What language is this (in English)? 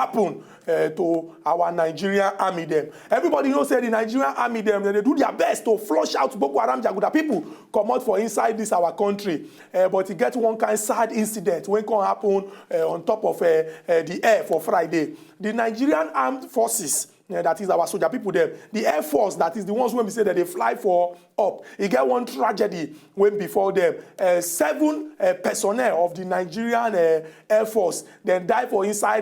Nigerian Pidgin